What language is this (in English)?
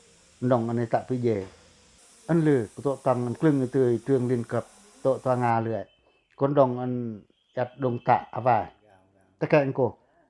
Pacoh